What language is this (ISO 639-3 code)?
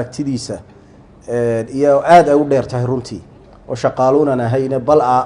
som